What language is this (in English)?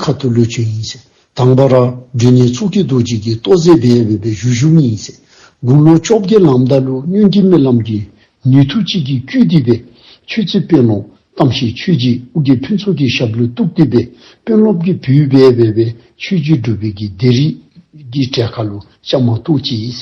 Dzongkha